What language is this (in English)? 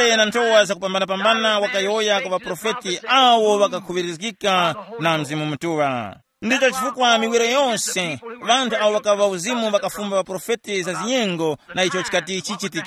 Tumbuka